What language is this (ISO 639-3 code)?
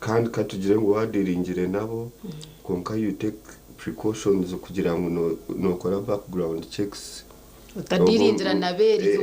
nyn